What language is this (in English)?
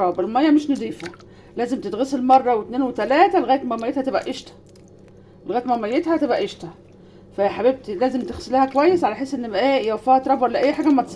Egyptian Arabic